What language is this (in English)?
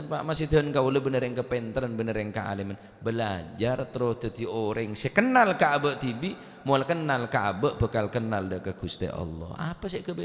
Madurese